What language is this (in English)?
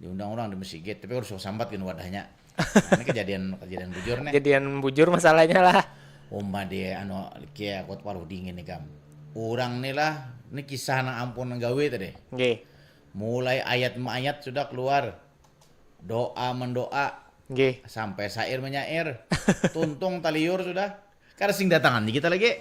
Banjar